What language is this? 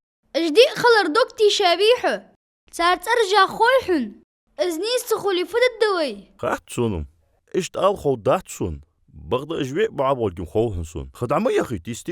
Ingush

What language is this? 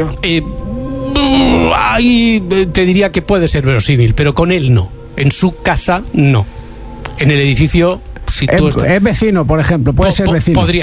Spanish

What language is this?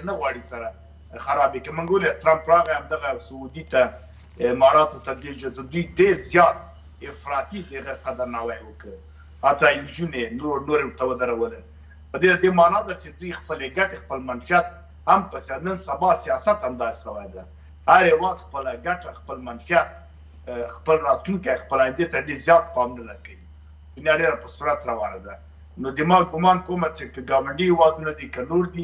Pashto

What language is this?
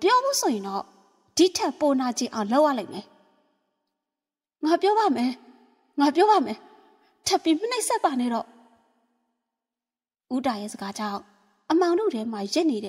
Burmese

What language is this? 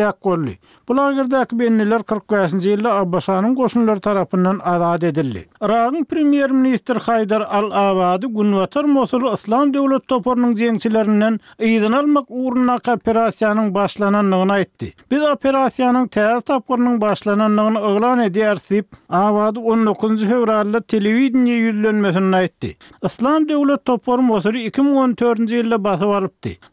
Turkmen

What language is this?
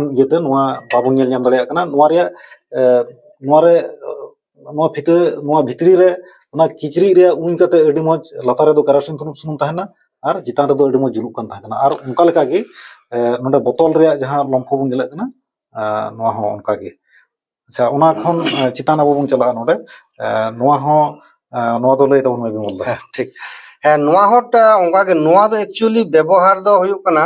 Santali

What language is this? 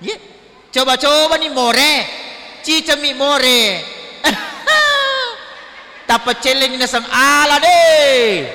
Buginese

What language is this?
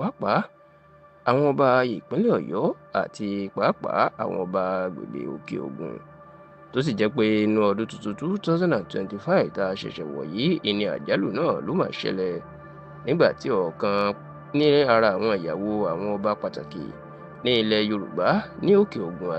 Yoruba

